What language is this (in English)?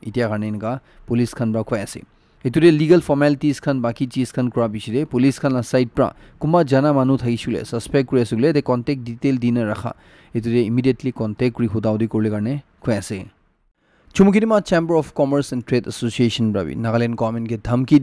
Naga Pidgin